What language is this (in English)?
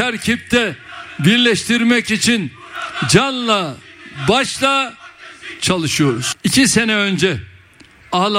Turkish